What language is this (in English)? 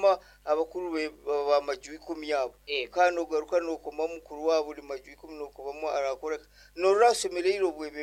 Nyoro